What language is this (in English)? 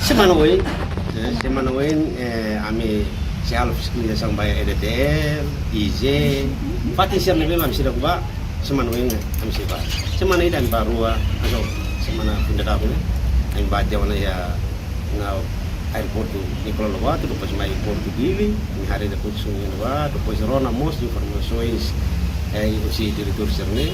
Tetum